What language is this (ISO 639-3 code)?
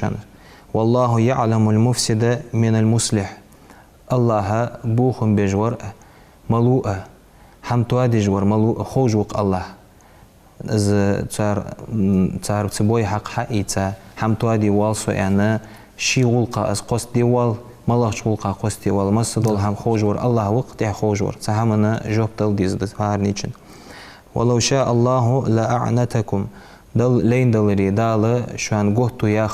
inh